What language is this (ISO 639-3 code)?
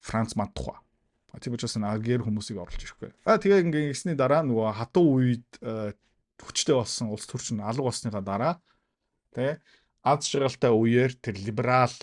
mon